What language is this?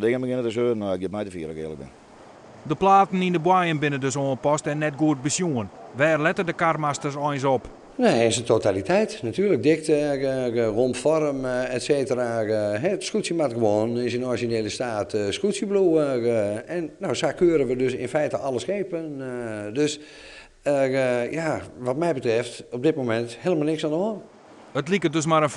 Western Frisian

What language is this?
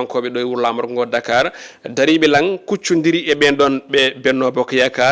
Fula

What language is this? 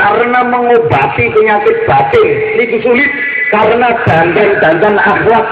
Javanese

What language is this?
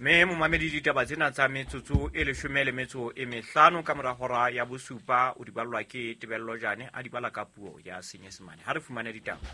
Southern Sotho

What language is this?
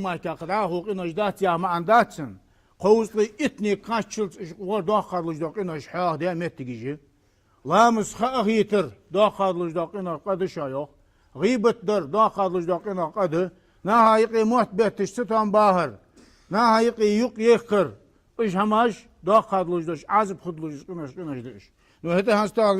Ingush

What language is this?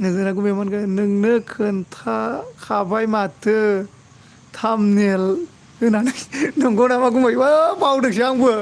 Bodo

